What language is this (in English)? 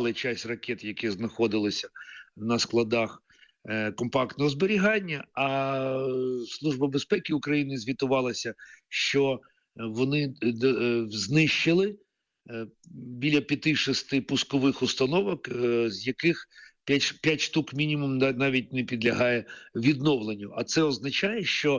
Ukrainian